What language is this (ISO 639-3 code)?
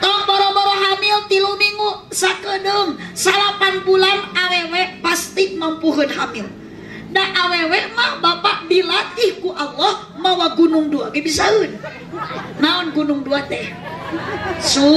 sun